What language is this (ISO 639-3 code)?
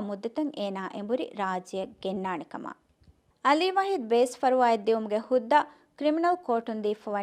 div